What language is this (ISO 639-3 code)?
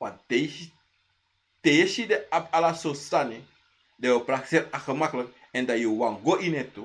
srn